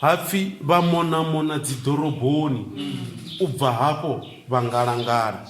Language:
Venda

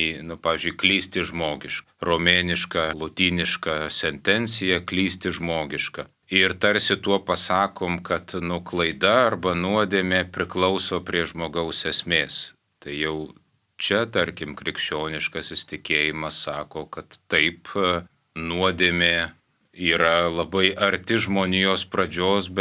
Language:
Lithuanian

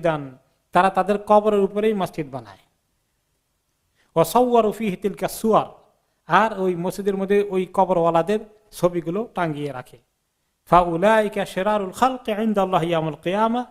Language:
Bangla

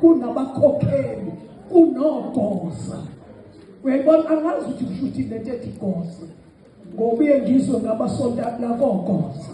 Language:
Zulu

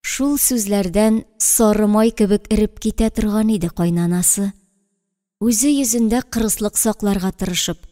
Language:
Tatar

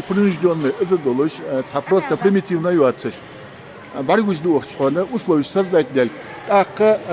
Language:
Ingush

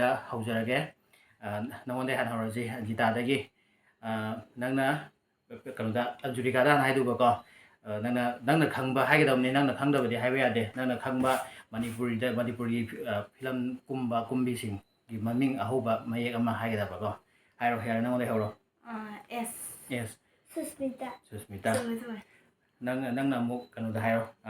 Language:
Manipuri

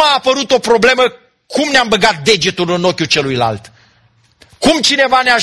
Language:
Romanian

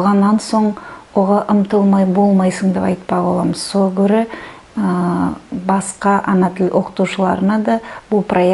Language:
Nogai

